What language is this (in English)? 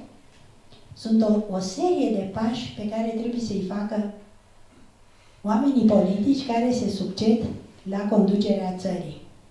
Romanian